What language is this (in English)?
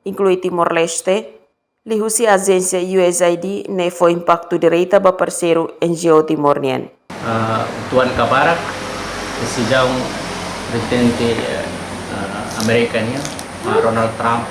Tetum